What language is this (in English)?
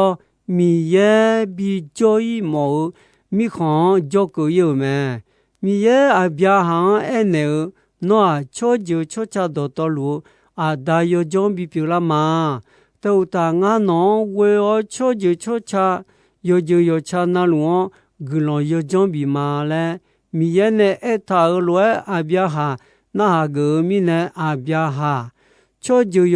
Akha